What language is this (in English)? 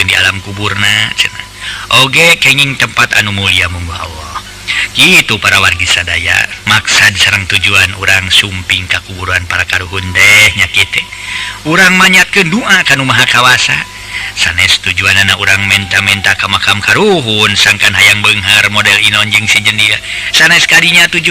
Sundanese